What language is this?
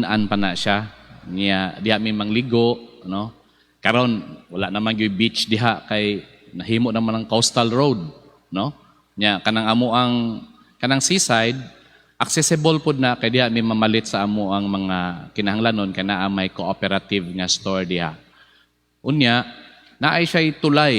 Cebuano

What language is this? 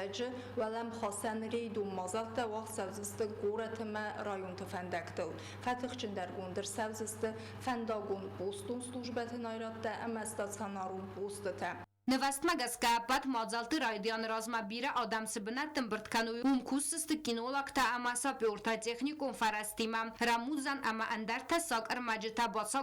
Ossetic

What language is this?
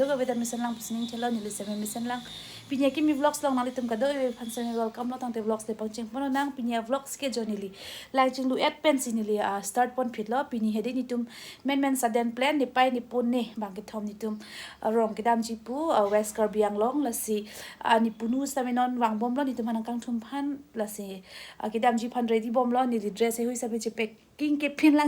Karbi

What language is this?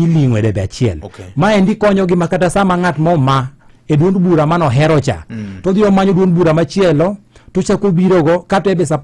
Luo (Kenya and Tanzania)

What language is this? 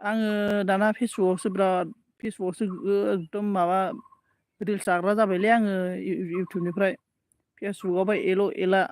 Bodo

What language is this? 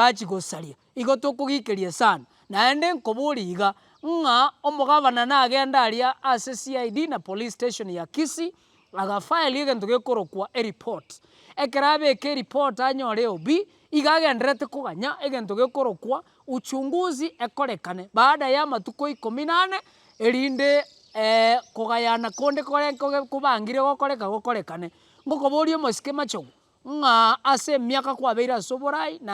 Gusii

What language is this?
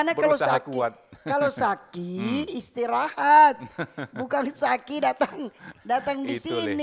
Manado Malay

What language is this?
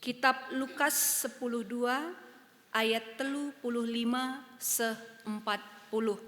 Batak Karo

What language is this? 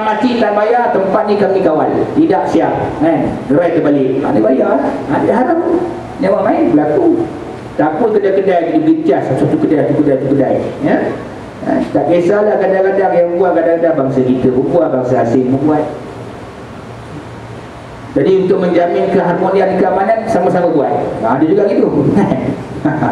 Malay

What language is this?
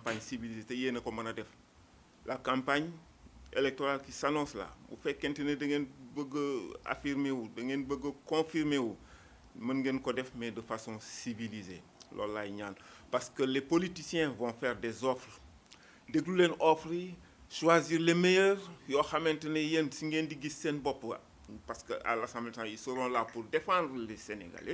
Wolof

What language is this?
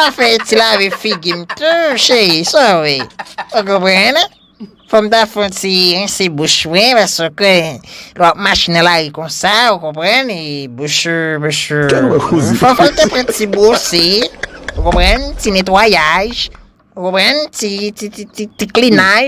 Haitian Creole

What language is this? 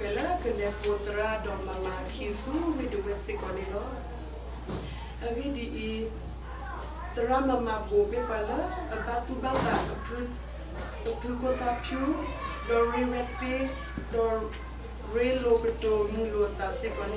S'gaw Karen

